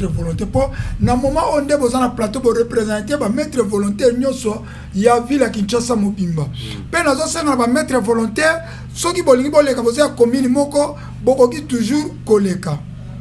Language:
Lingala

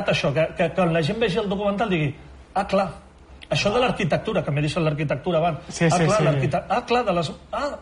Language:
Catalan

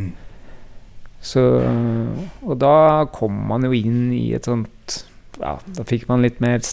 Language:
Norwegian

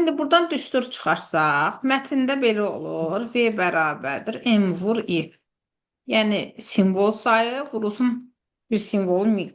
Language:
Azerbaijani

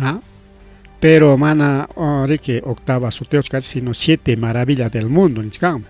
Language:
Ayacucho Quechua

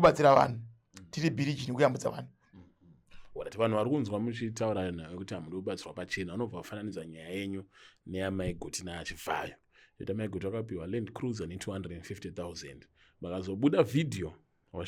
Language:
Shona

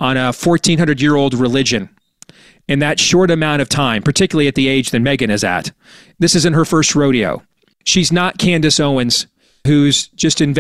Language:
English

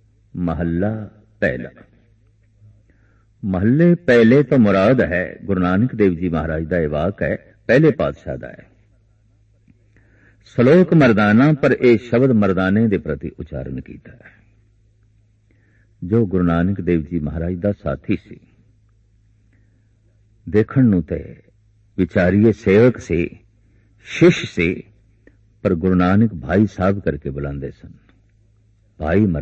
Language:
Punjabi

